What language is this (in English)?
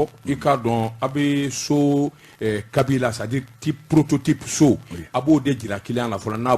Bambara